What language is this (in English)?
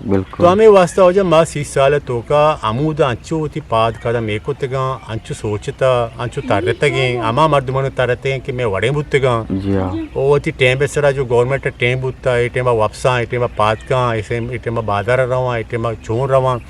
Eastern Balochi